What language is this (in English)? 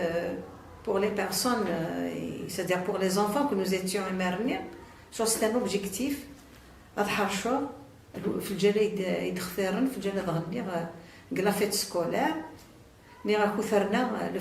Kabyle